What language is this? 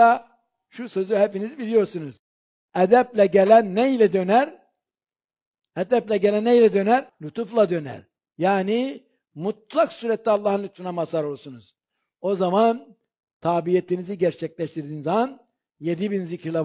Turkish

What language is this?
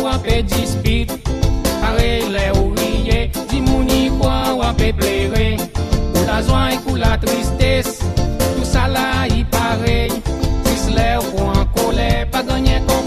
Seselwa Creole French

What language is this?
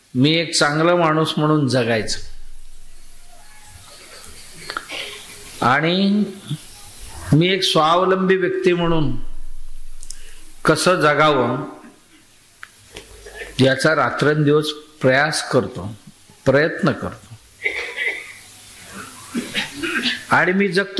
Marathi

